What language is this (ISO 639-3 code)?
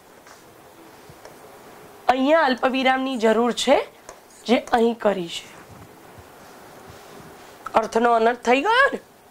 guj